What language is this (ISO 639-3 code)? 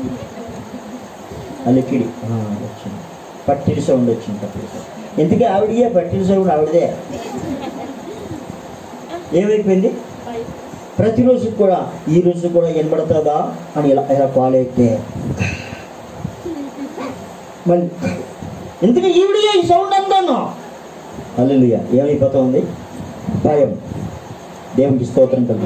tel